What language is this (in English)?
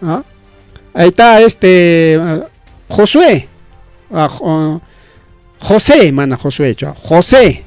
Ayacucho Quechua